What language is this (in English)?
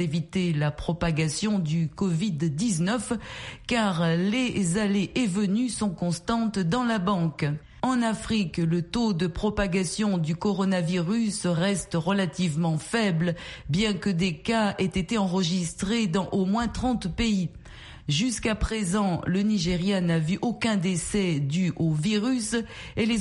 French